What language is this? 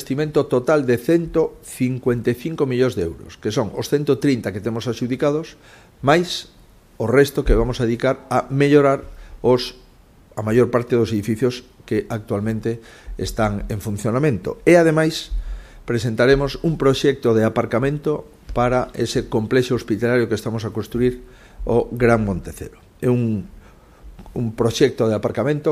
Galician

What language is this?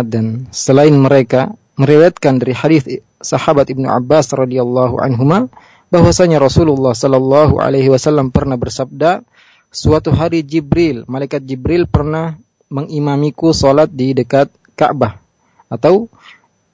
Indonesian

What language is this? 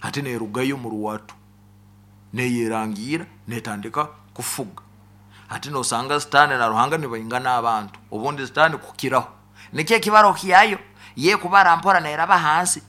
Nyoro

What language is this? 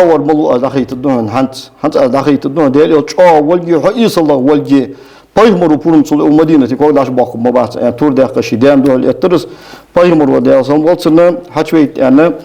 Ingush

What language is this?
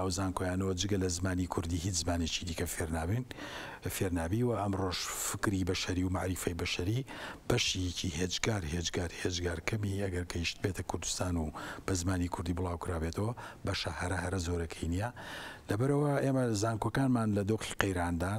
Central Kurdish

